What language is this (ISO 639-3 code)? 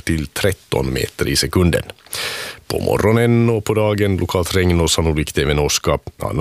swe